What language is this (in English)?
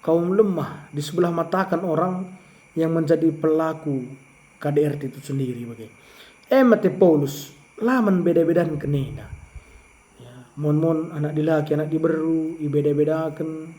Batak Karo